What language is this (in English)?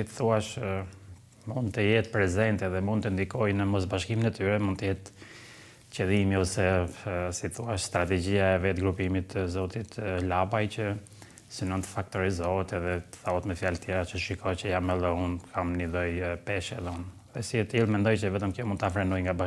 Albanian